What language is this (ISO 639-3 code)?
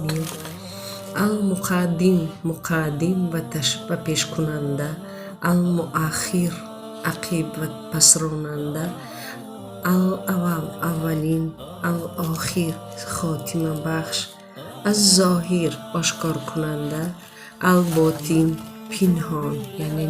tgk